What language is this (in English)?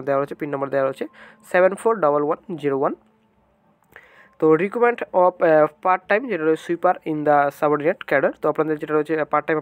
Bangla